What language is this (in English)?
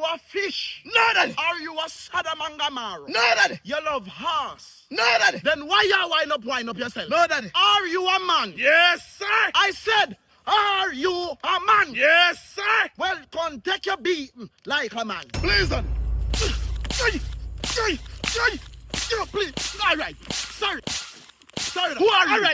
Jamaican Creole English